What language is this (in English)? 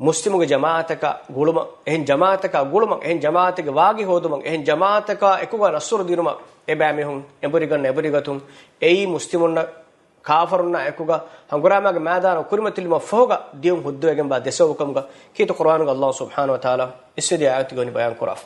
Divehi